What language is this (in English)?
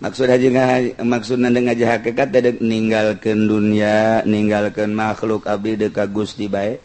Sundanese